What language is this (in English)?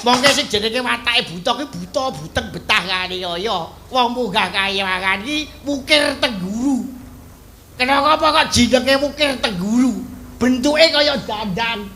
Javanese